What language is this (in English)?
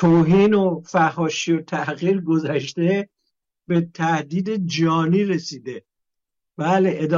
Persian